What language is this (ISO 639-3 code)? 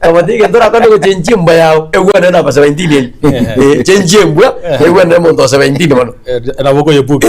guz